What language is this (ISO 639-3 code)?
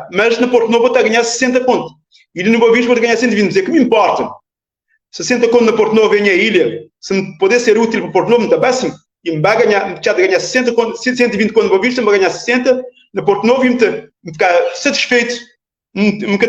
kea